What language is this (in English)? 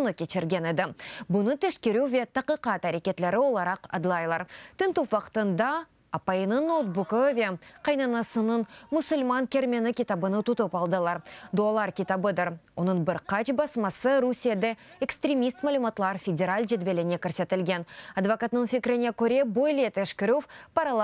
Crimean Tatar